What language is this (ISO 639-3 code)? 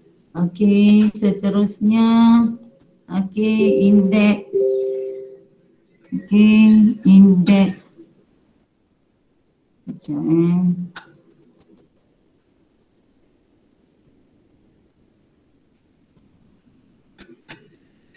msa